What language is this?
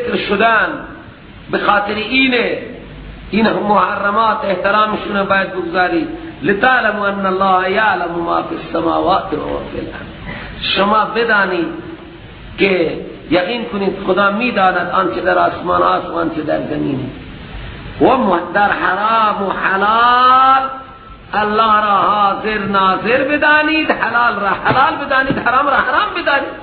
Persian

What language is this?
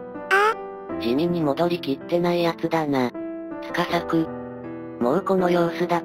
Japanese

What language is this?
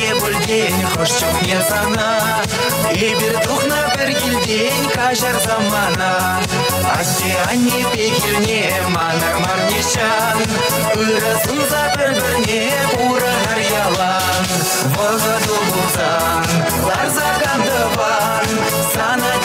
Chuvash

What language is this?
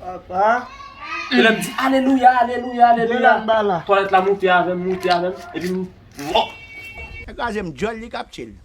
Haitian Creole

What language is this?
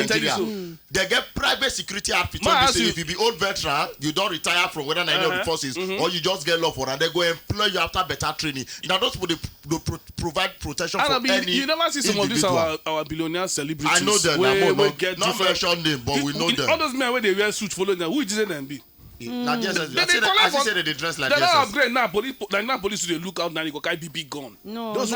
Nigerian Pidgin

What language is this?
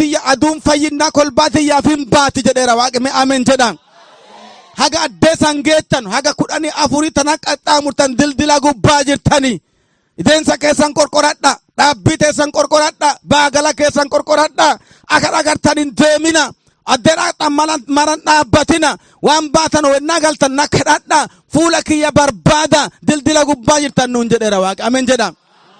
Oromo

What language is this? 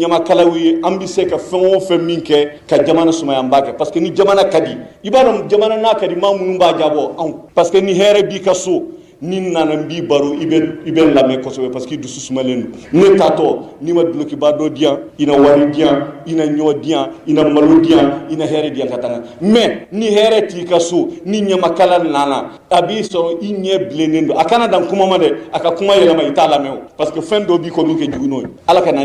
Bambara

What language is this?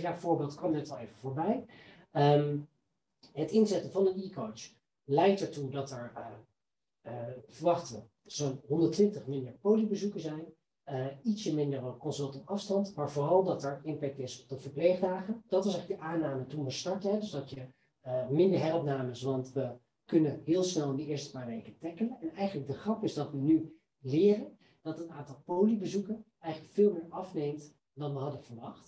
Dutch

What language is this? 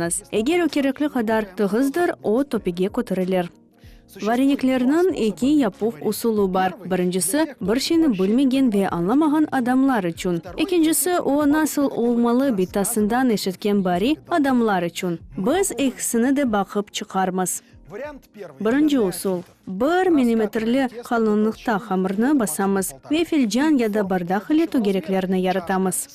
Crimean Tatar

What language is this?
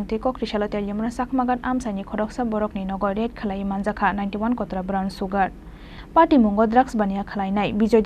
Kok Borok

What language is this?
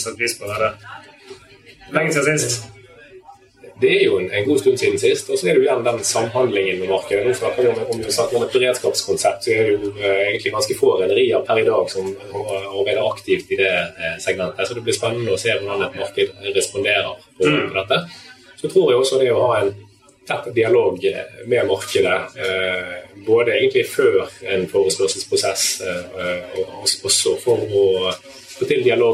Norwegian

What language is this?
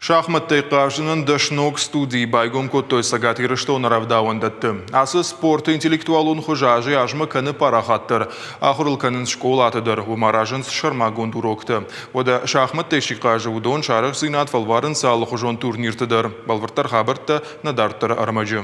Ossetic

